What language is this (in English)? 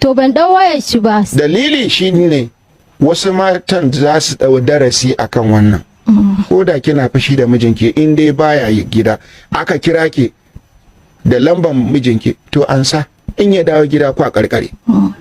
Hausa